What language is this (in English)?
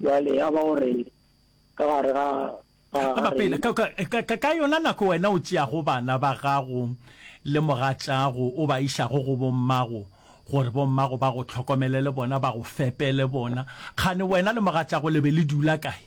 Northern Sotho